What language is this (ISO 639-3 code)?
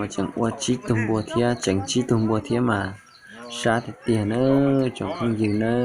hmn